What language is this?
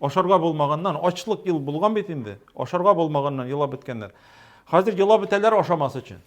Tatar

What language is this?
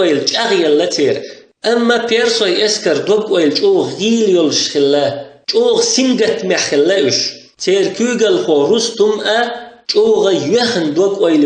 Chechen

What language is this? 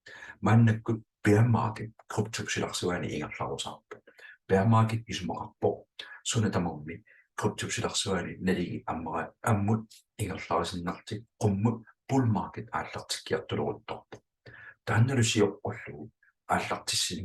Kalaallisut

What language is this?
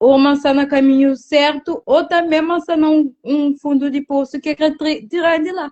Kabuverdianu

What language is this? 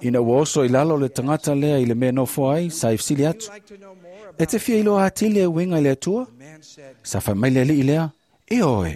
Samoan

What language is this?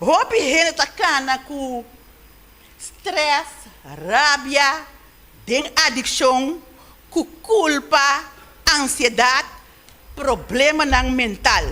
Papiamento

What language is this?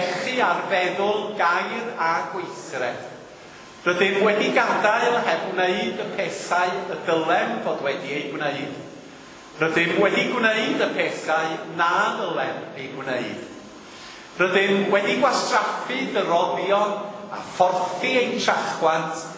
Welsh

